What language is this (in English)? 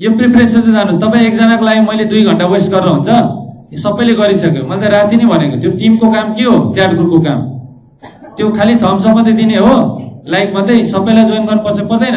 Nepali